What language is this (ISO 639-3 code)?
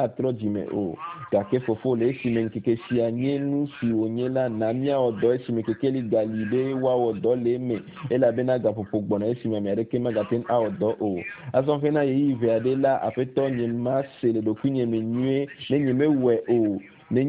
ewe